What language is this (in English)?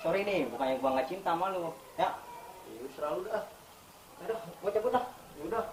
Betawi